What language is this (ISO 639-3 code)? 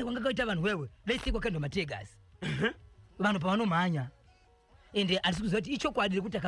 sna